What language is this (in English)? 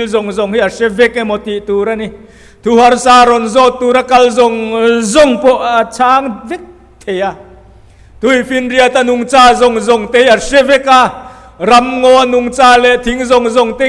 Mizo